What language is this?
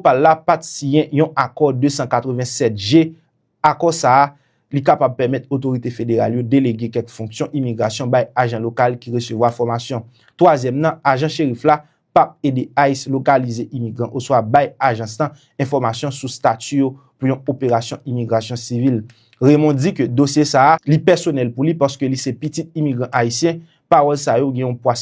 Haitian Creole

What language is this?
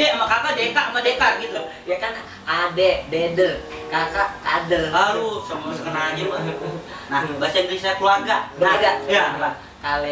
Betawi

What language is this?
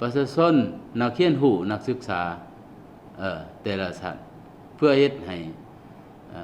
Lao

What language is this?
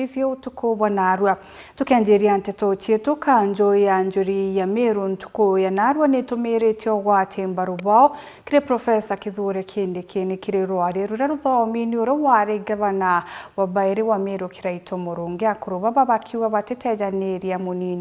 Meru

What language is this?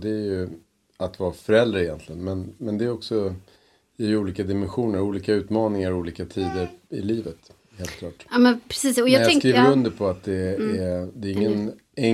Swedish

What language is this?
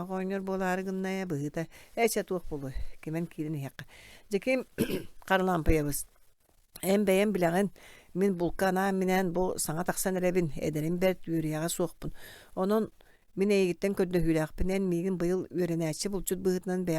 Yakut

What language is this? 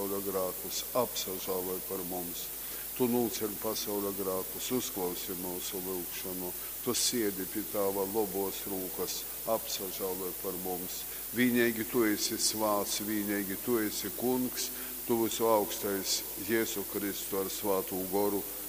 Latgalian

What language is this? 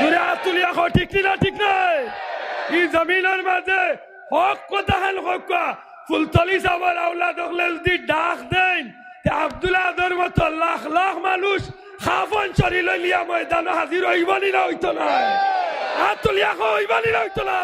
Sylheti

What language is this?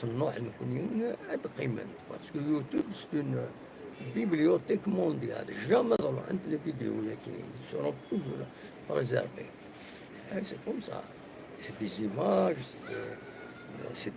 Kabyle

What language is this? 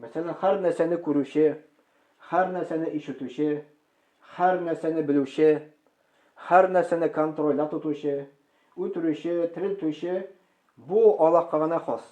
Tatar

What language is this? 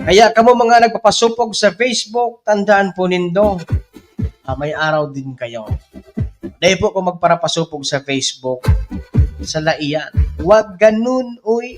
Bikol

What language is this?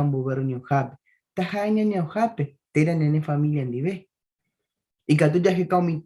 Guarani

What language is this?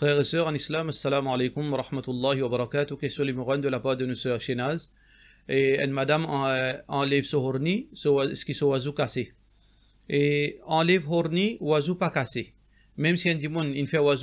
Morisyen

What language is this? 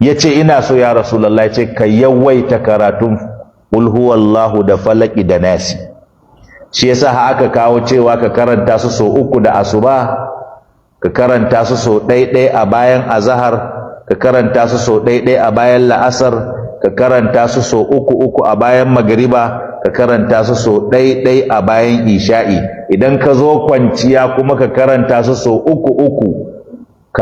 Hausa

